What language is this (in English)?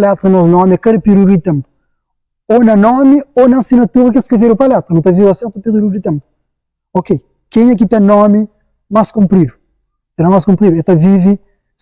Kabuverdianu